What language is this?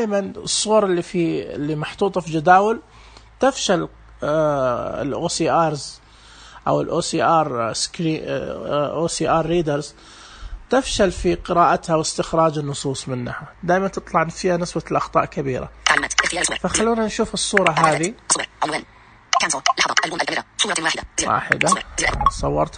Najdi Arabic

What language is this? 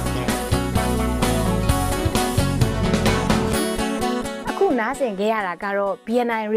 Burmese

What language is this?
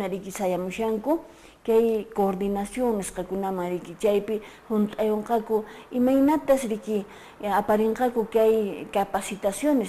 Quechua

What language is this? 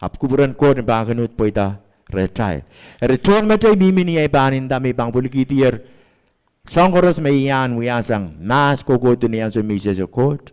Pohnpeian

